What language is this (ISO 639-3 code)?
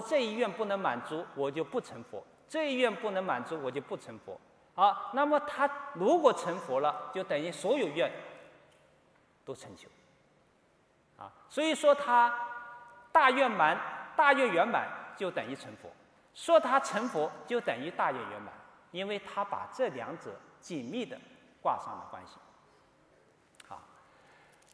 zho